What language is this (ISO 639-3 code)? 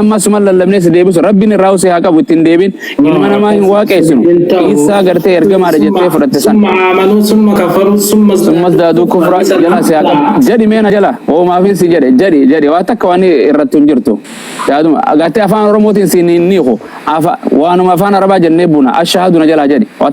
orm